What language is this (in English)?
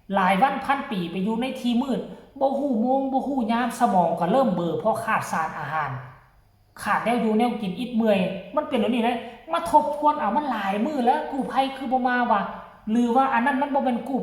Northeastern Thai